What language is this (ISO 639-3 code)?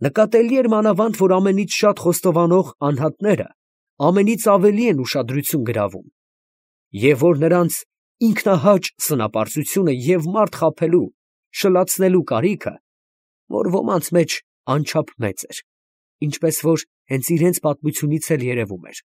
hye